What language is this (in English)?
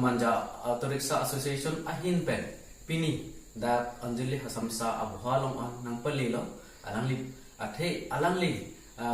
Karbi